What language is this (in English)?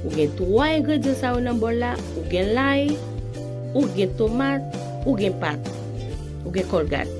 Haitian Creole